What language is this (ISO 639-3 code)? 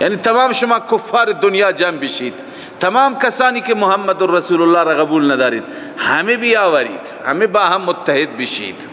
fas